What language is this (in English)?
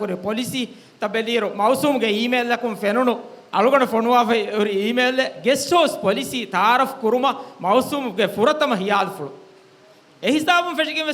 Divehi